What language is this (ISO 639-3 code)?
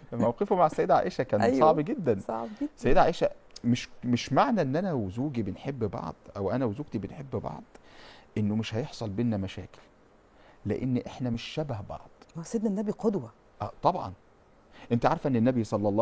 arz